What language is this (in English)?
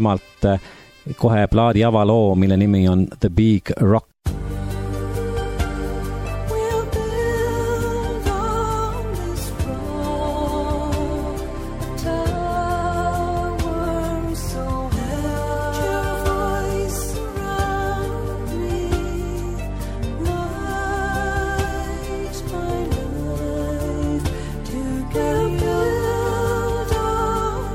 Estonian